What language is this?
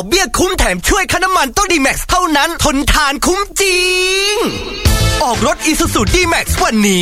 Thai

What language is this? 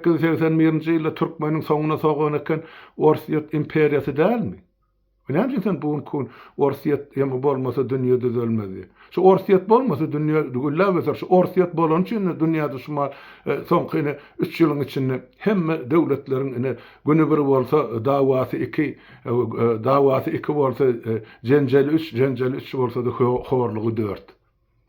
Turkmen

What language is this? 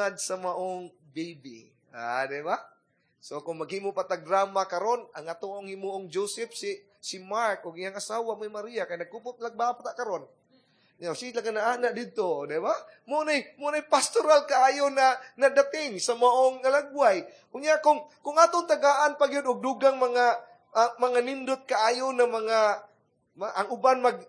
Cebuano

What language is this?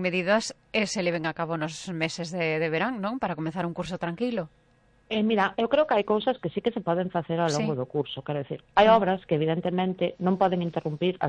Galician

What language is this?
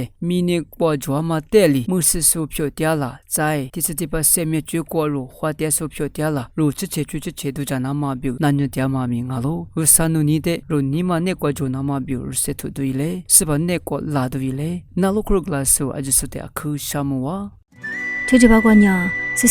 Lisu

